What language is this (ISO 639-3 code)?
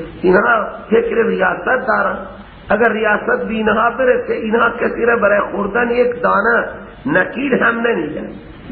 fas